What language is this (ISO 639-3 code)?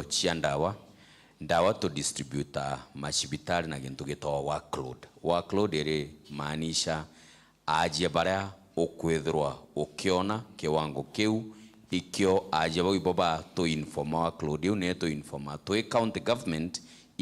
mer